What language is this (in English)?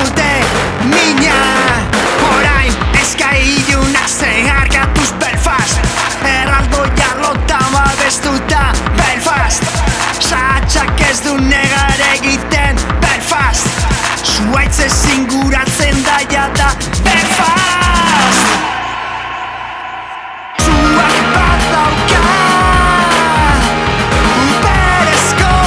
Basque